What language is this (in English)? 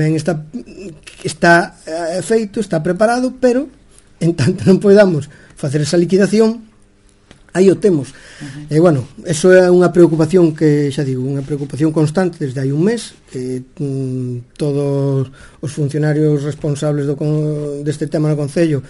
Galician